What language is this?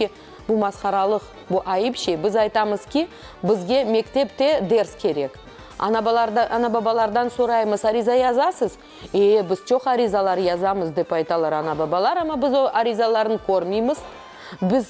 Crimean Tatar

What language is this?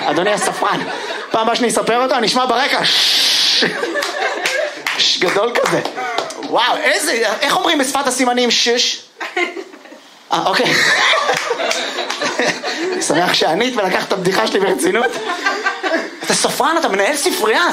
Hebrew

